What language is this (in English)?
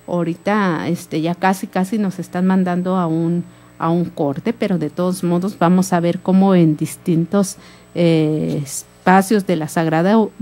Spanish